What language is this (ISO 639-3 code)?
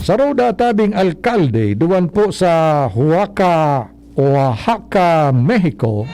bik